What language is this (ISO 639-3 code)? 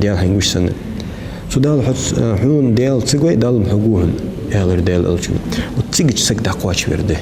inh